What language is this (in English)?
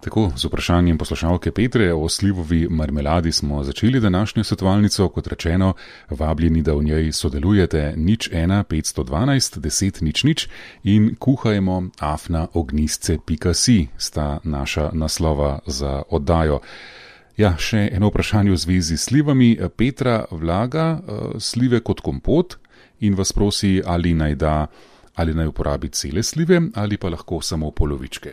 Slovenian